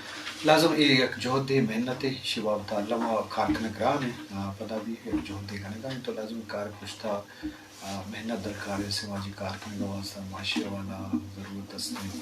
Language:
Eastern Balochi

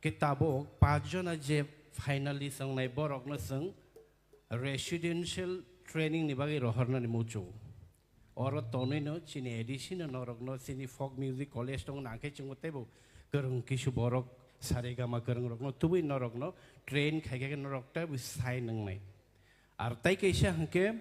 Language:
Kok Borok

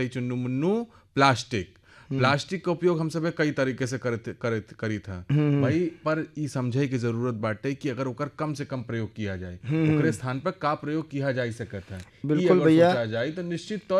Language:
Bhojpuri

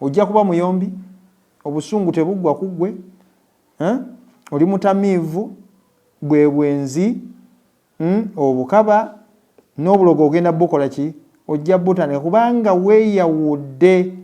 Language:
Ganda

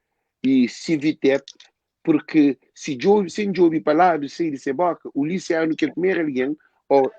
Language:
Kabuverdianu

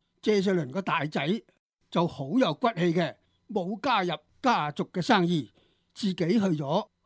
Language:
Cantonese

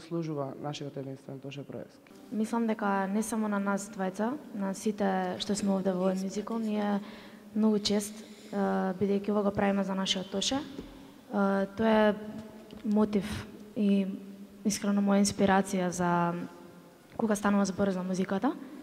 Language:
Macedonian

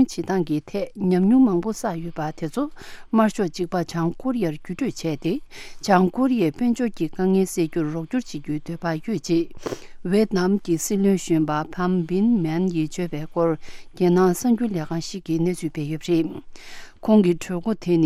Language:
Tibetan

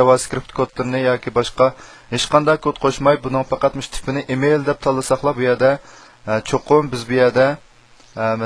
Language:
Uyghur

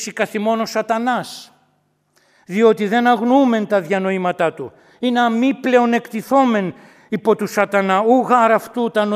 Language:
Greek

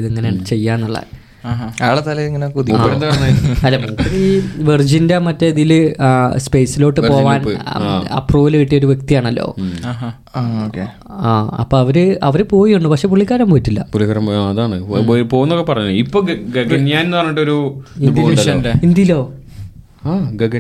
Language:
Malayalam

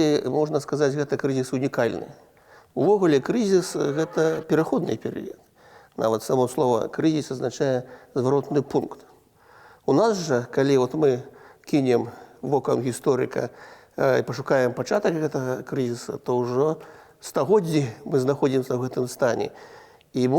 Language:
Belarusian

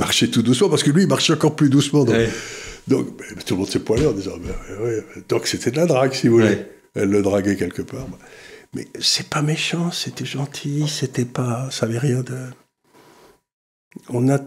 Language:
French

